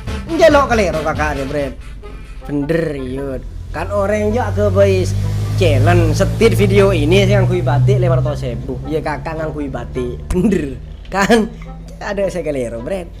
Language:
Madurese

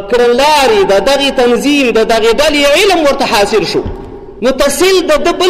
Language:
Pashto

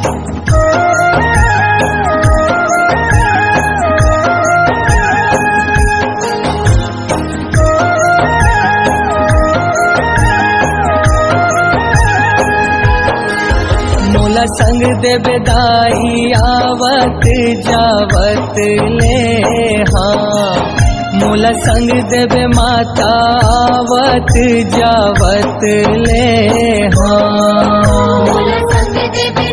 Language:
Chhattisgarhi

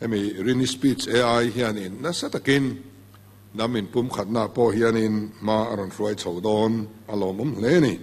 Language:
Mizo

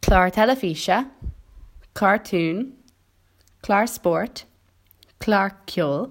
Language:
Irish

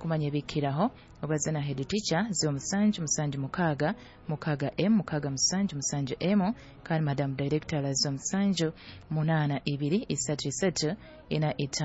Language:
Nyoro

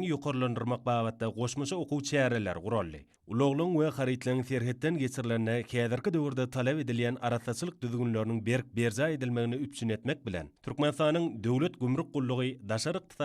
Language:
Turkmen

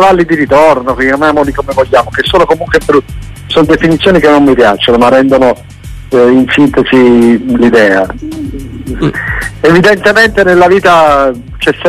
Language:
Italian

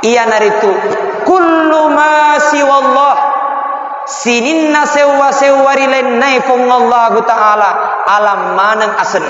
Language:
Buginese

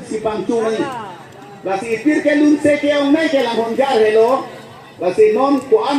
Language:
Karbi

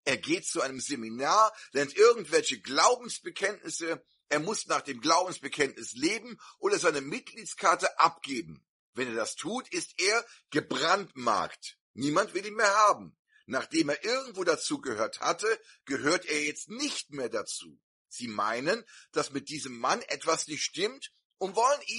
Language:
German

